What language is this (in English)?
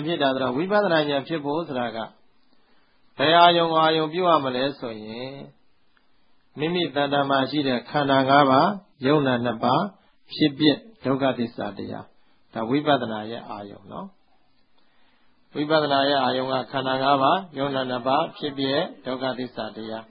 Burmese